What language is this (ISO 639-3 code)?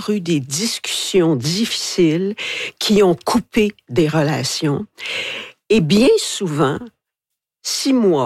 fra